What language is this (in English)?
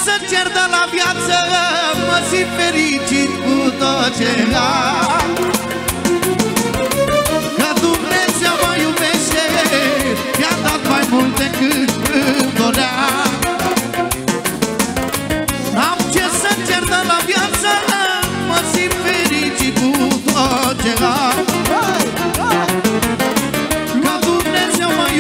Romanian